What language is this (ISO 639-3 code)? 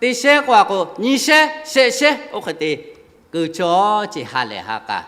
lhu